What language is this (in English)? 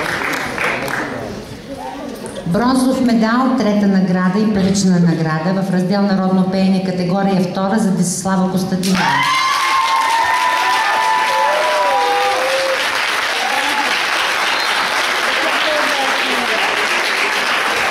Bulgarian